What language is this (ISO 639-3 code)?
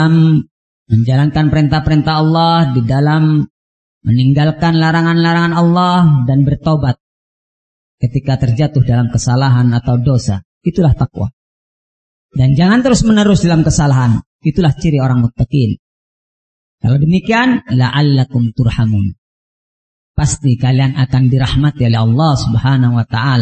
ind